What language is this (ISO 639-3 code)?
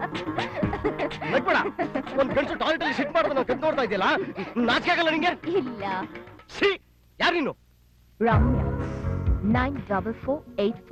kan